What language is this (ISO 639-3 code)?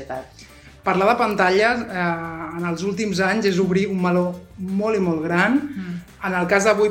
cat